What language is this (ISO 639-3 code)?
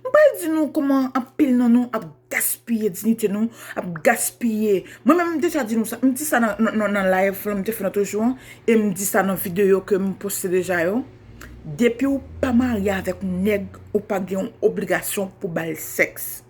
hat